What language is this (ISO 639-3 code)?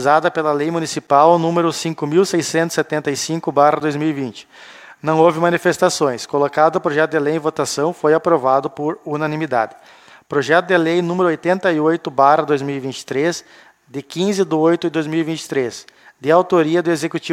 por